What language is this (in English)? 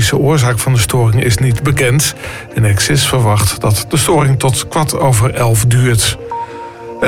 Dutch